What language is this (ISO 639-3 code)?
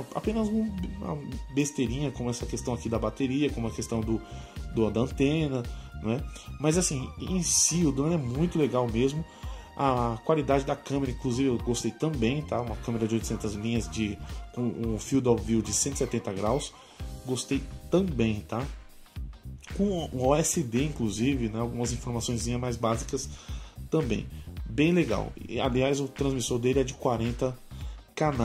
por